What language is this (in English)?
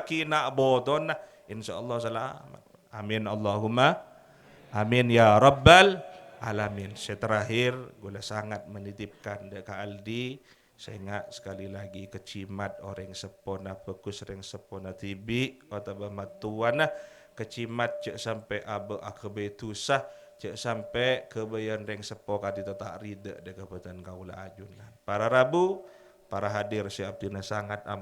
Madurese